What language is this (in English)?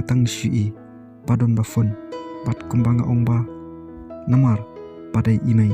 Khasi